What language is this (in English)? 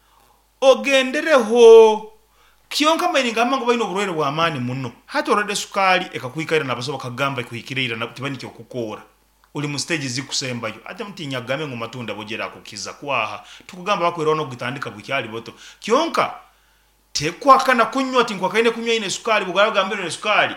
Nyankole